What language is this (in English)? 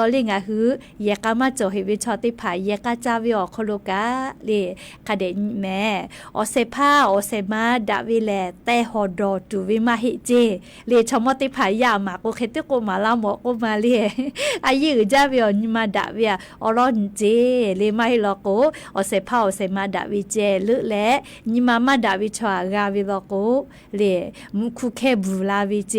Lahu